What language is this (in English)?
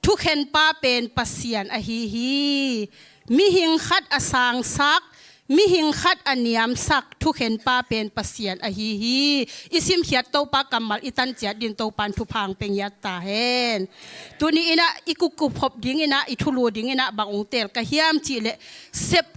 Tedim Chin